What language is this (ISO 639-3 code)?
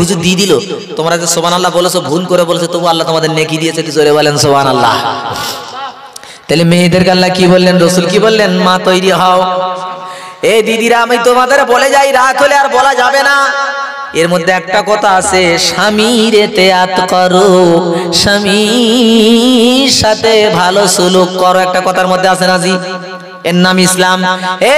ben